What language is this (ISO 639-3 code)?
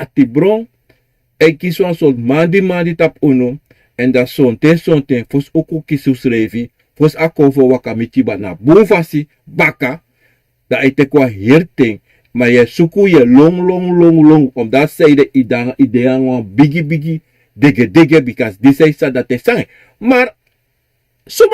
srn